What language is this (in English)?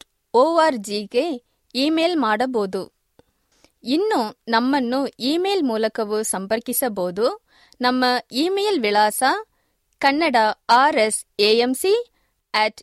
Kannada